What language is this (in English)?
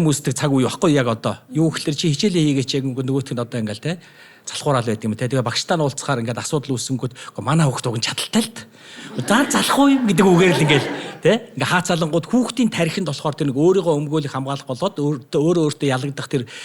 Mongolian